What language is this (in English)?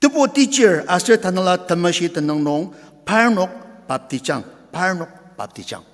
Ao Naga